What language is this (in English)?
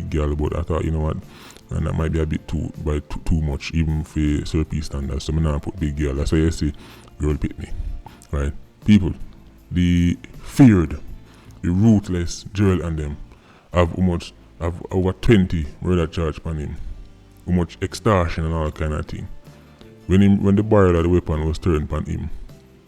Jamaican Creole English